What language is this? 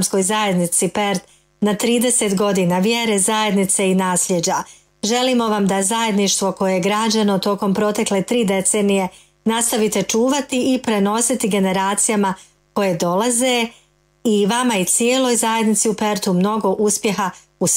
Bosnian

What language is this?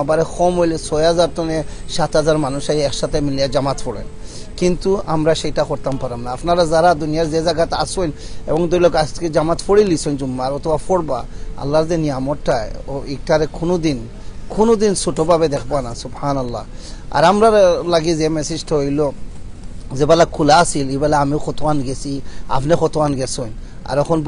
Sylheti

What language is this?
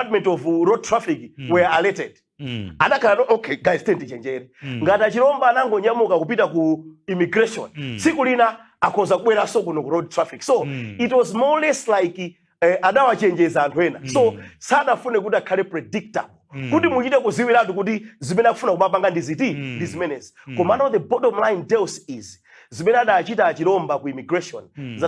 Nyanja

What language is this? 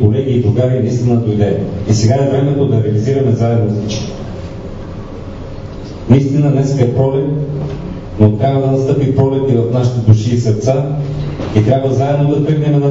Bulgarian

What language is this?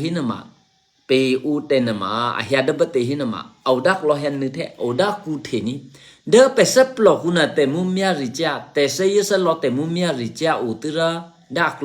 Eastern Kayah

